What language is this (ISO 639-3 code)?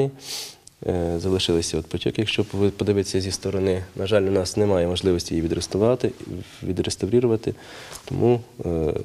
ukr